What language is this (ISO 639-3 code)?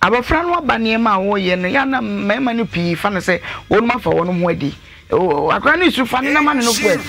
aka